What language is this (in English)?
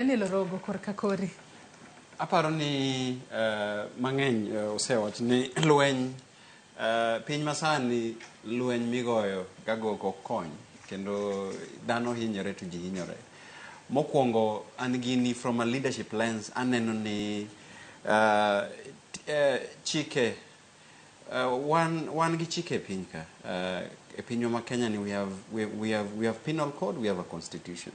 Luo (Kenya and Tanzania)